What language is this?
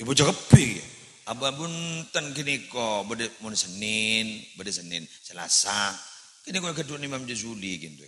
Madurese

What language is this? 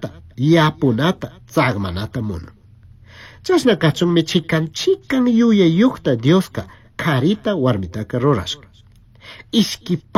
Chimborazo Highland Quichua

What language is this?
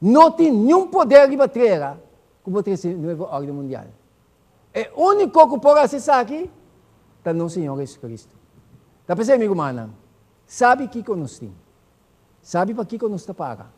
Papiamento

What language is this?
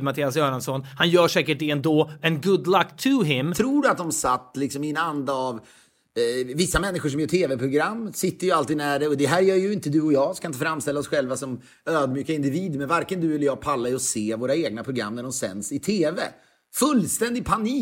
Swedish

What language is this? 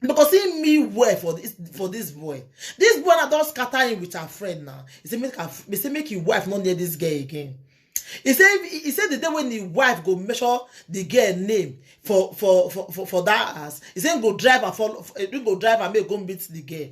Nigerian Pidgin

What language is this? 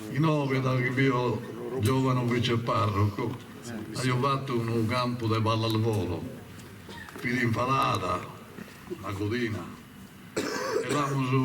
Sardinian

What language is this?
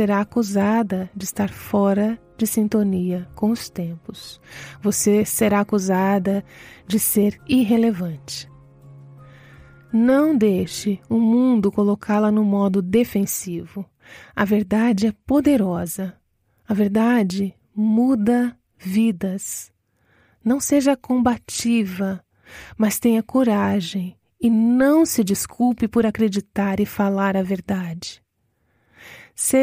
Portuguese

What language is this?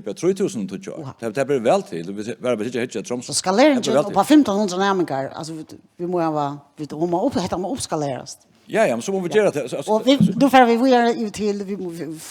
Faroese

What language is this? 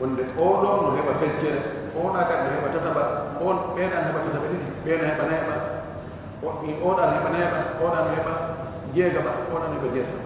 Fula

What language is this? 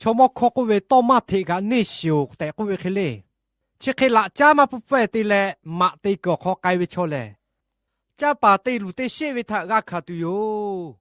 Lahu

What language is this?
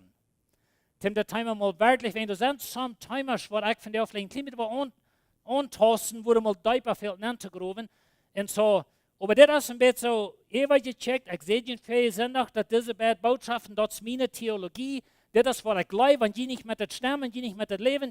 Plautdietsch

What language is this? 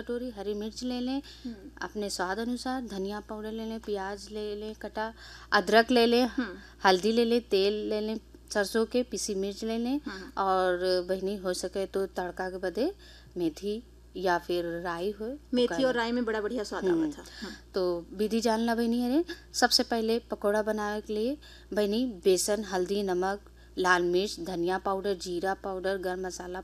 Bhojpuri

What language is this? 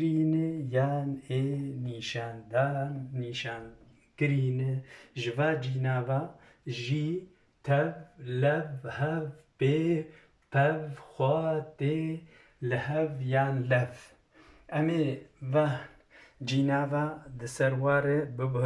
Kurdish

